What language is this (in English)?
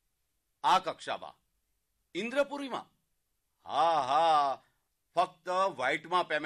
Gujarati